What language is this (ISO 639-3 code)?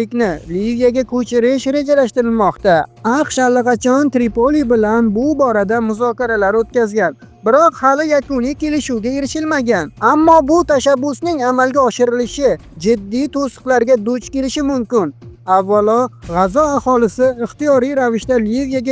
uzb